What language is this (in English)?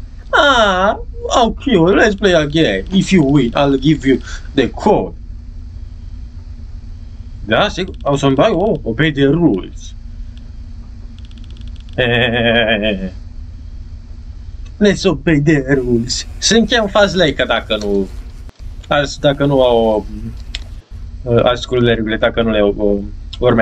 Romanian